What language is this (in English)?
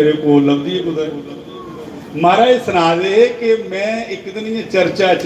Dogri